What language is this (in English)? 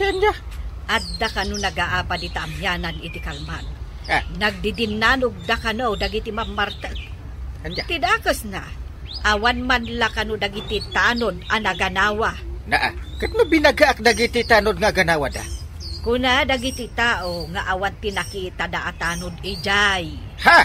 Iloko